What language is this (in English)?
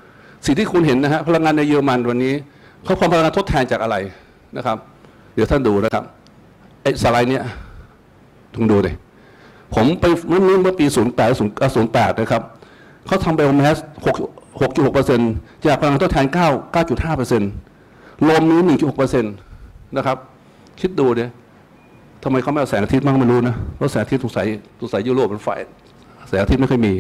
Thai